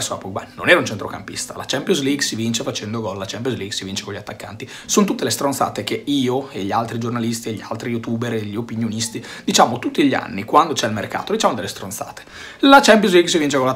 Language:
Italian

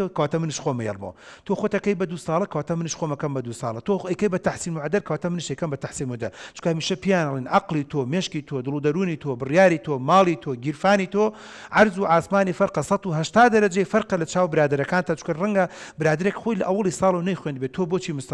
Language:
Central Kurdish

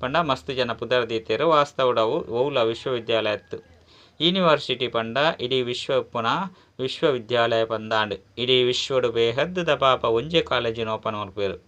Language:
Tulu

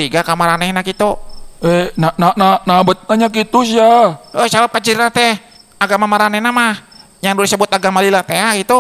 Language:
Sundanese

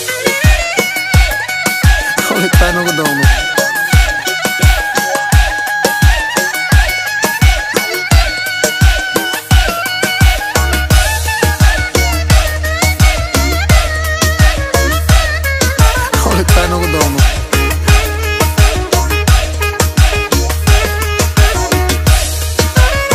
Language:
Turkish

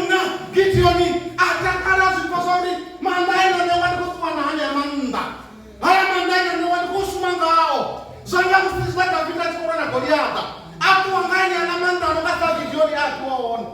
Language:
Venda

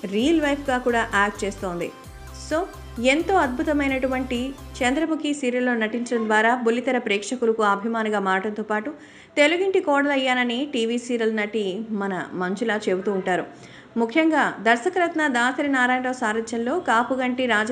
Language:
Telugu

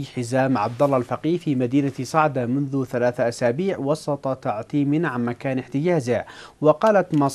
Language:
Arabic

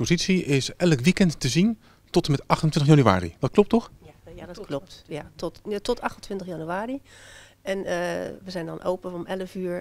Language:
Dutch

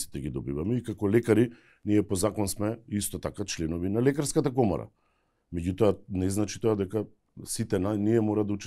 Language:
Macedonian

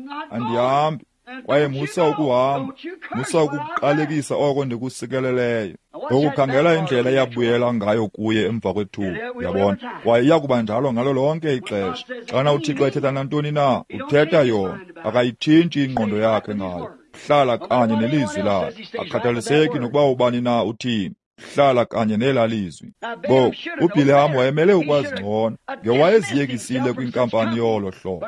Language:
Xhosa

